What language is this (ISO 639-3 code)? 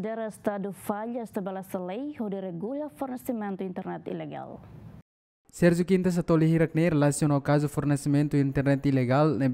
tet